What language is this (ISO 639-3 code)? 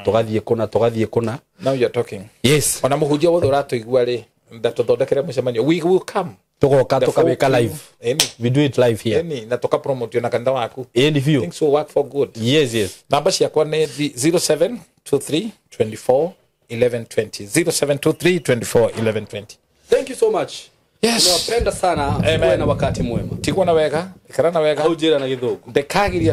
kik